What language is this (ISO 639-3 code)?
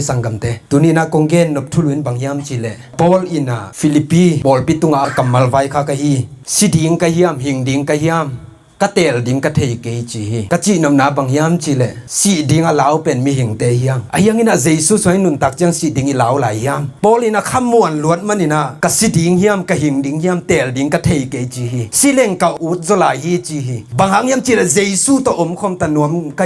ctd